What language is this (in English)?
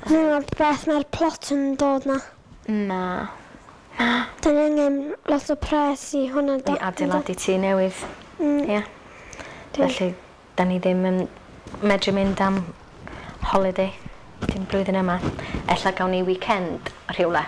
Welsh